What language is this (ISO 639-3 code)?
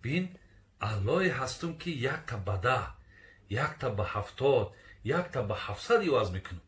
tgk